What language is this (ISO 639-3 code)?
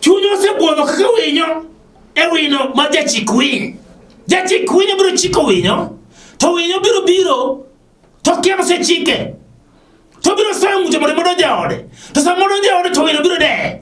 luo